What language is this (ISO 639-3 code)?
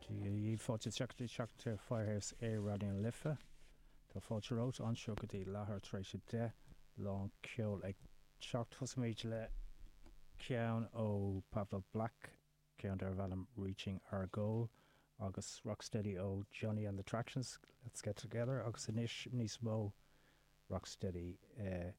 gle